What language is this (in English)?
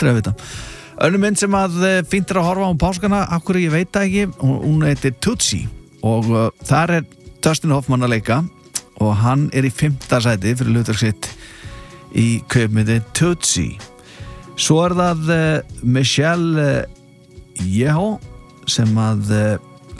Icelandic